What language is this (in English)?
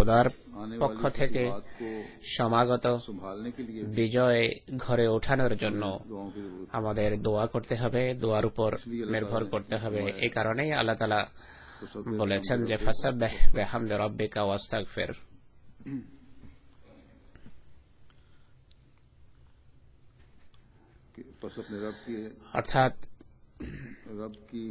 Bangla